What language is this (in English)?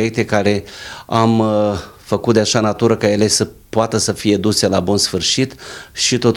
Romanian